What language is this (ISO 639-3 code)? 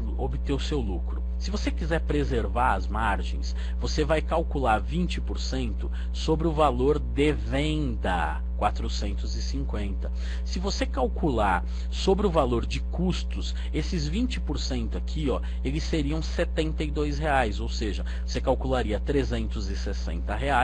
por